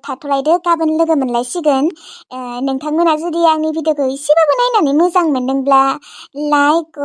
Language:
Bodo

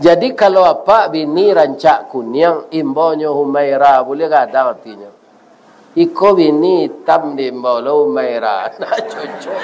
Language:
Minangkabau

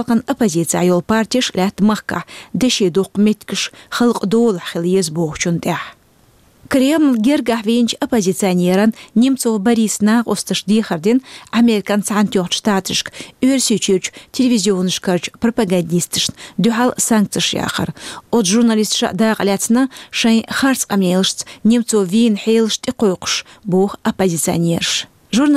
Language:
Chechen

